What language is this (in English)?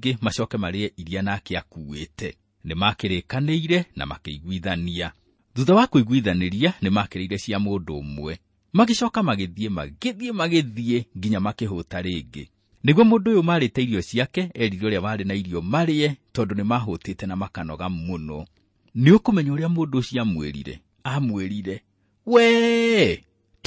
Kikuyu